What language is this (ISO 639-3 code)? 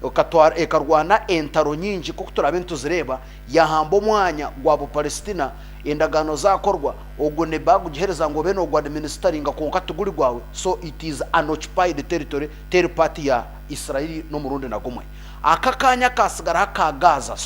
nyn